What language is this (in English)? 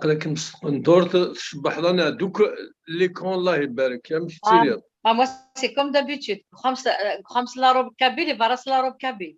Kabyle